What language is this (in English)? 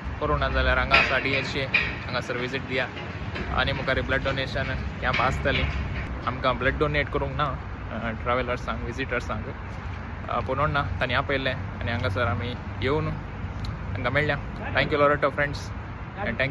Konkani